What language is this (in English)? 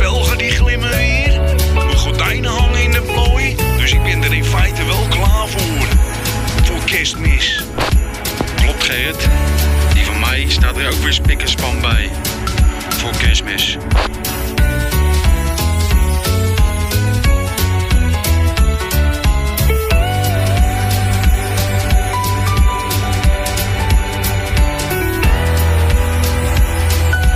Dutch